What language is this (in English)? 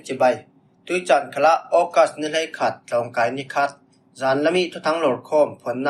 Falam Chin